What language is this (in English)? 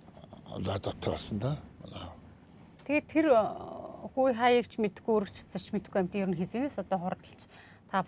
Mongolian